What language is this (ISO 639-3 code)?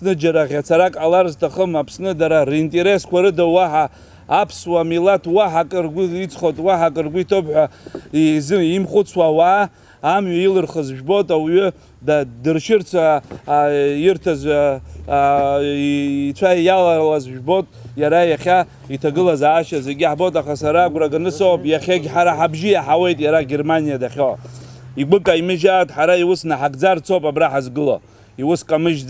abk